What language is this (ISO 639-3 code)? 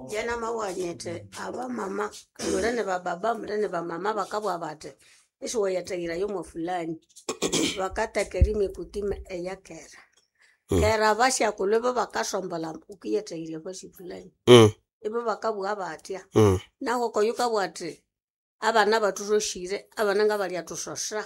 nnb